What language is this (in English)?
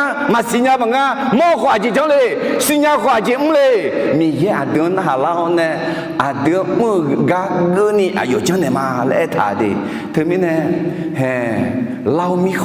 Akha